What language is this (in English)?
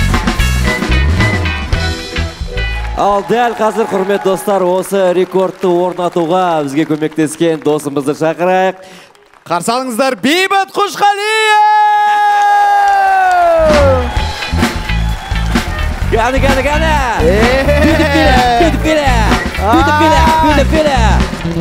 Kazakh